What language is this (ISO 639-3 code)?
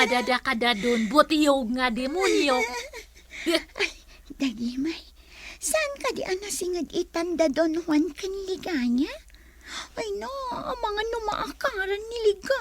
ilo